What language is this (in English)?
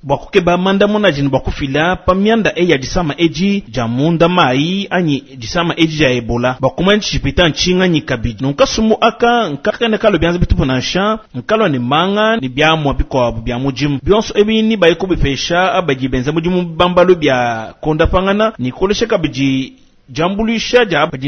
Luba-Lulua